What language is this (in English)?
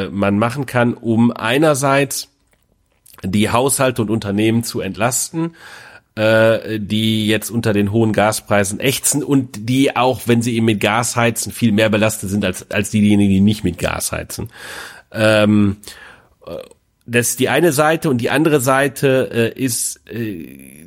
German